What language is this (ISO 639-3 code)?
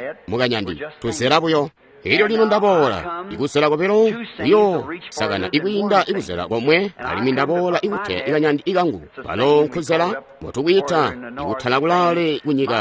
toi